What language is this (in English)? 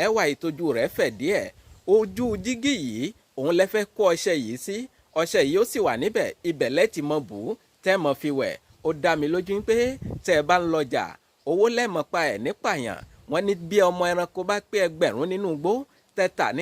Yoruba